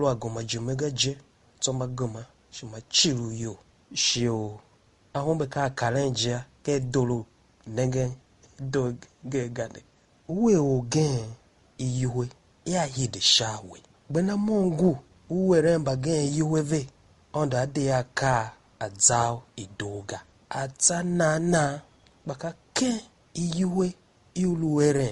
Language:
Tiv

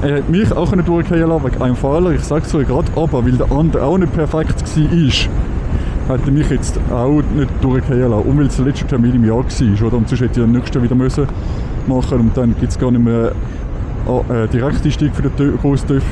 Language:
Swiss German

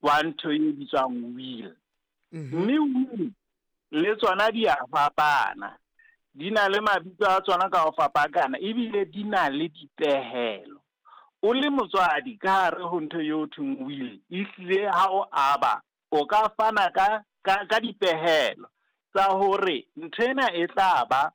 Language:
Southern Sotho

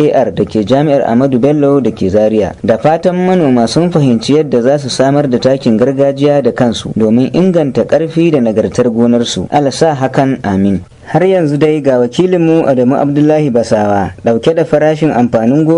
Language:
Hausa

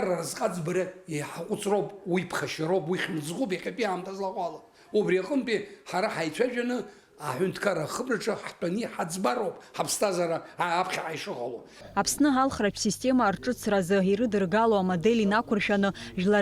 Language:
Abkhazian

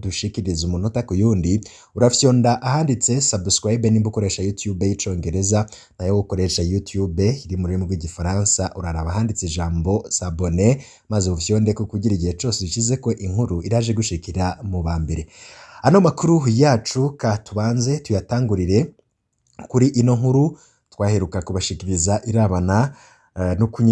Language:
Rundi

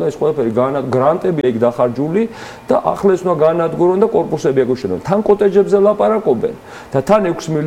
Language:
Georgian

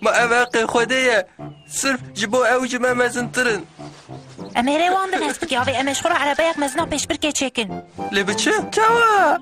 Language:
Kurdish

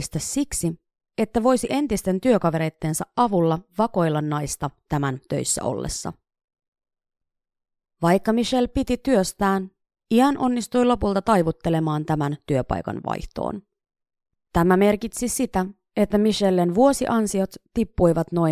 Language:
Finnish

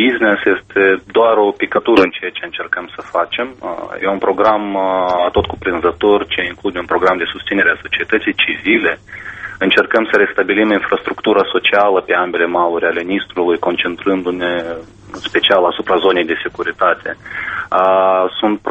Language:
Romanian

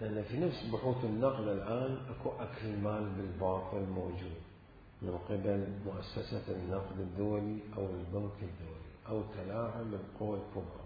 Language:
Mesopotamian Arabic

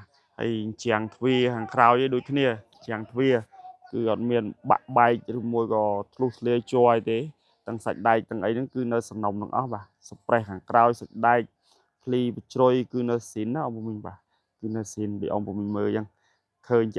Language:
Khmer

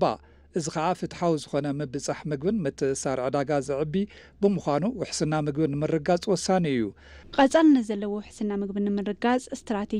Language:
Tigrinya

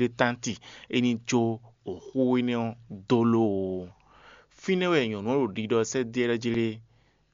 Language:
Fon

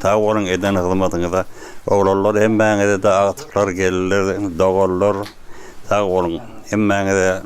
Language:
Turkmen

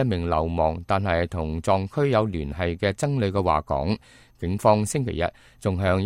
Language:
Cantonese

